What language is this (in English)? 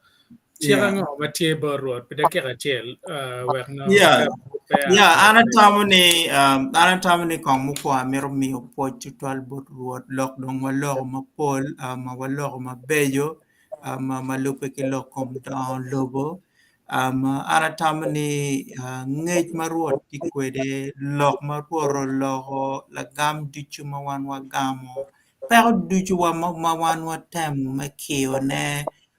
Acoli